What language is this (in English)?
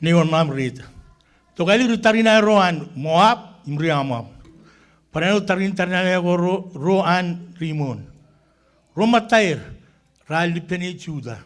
Marshallese